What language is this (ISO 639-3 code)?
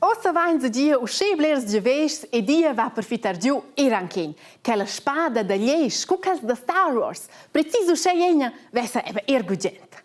roh